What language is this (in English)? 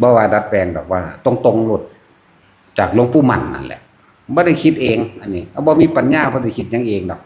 Lao